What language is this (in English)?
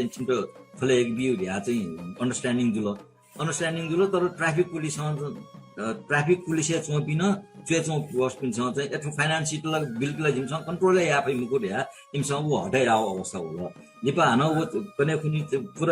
Newari